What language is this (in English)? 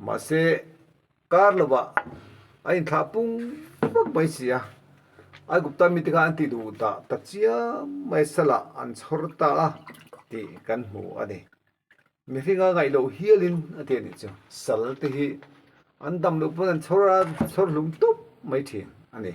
Mizo